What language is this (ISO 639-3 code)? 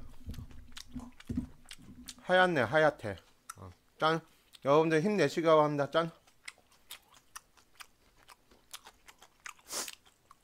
kor